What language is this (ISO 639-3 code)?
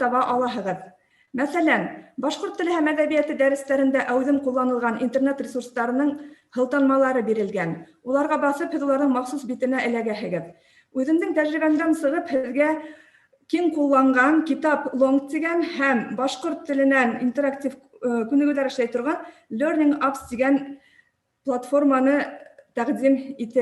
bak